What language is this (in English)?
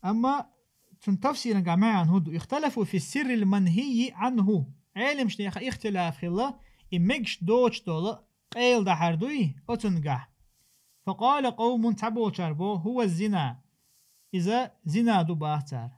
Chechen